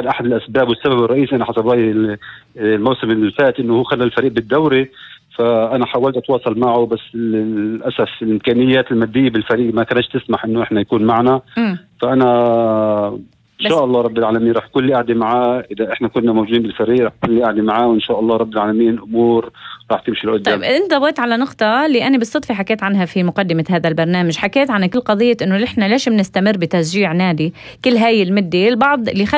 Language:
North Levantine Arabic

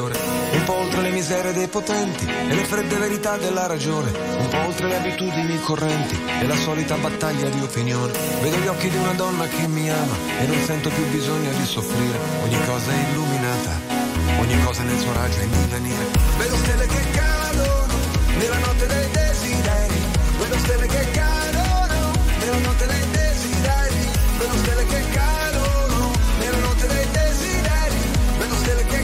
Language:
Italian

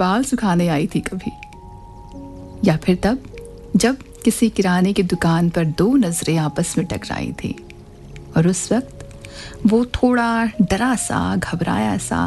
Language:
Hindi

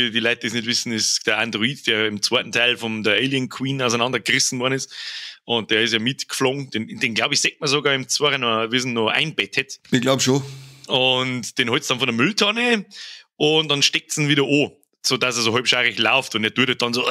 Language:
Bavarian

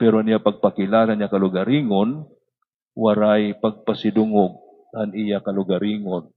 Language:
Waray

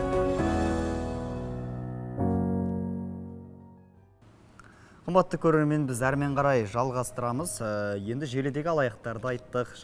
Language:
Kazakh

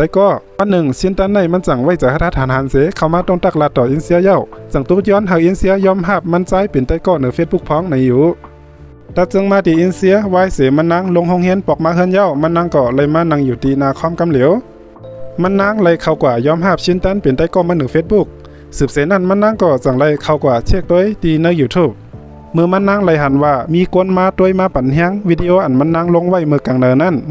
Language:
Shan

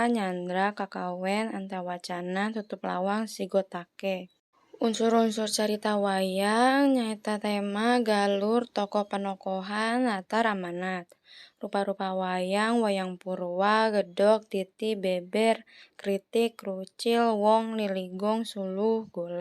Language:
Sundanese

